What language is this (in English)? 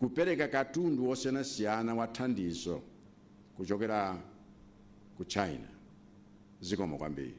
Nyanja